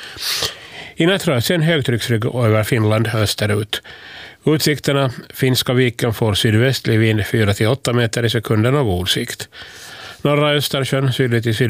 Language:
Swedish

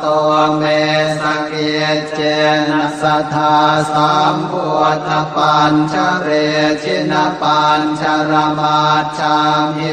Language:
Pali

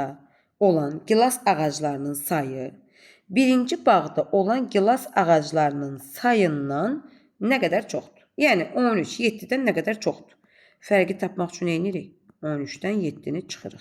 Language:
Azerbaijani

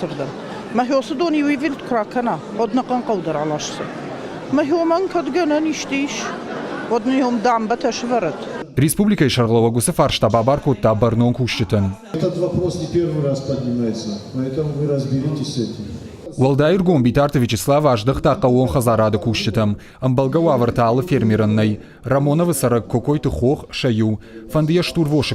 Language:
Ossetic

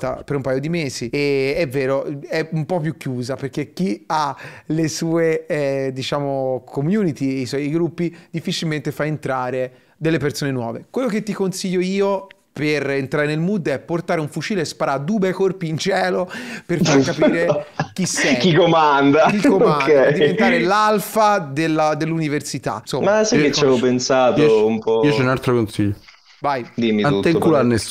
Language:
Italian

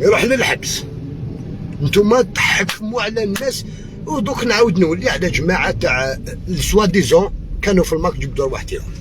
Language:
Algerian Arabic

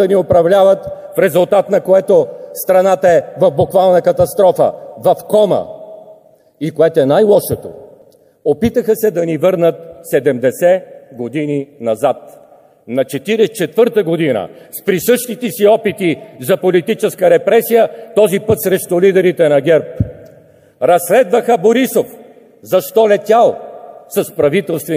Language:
Bulgarian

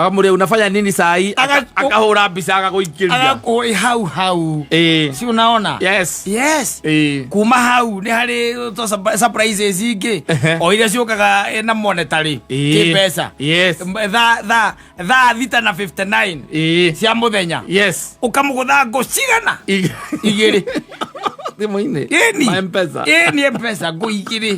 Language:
Kikuyu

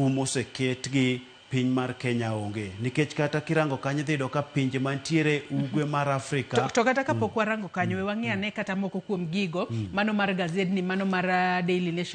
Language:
Luo (Kenya and Tanzania)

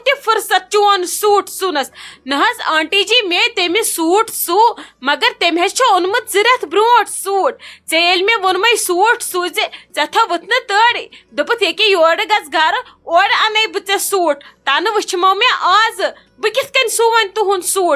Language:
Kashmiri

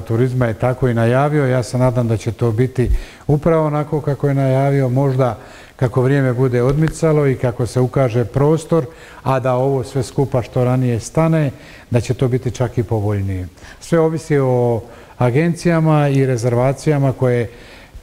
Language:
Croatian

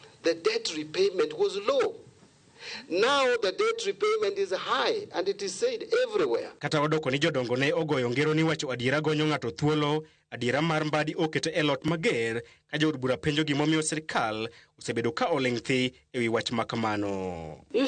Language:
Luo (Kenya and Tanzania)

